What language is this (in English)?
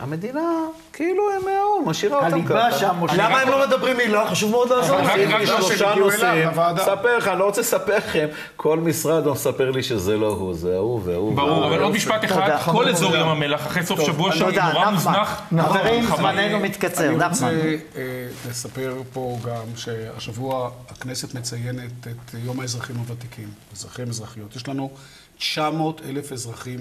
Hebrew